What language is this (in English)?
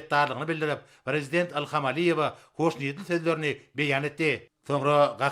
Turkmen